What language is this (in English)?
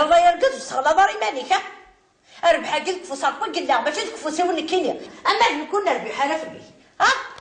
Kabyle